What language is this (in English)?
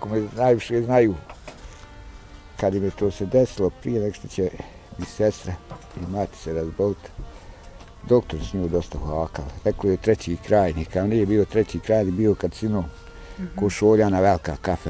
Bosnian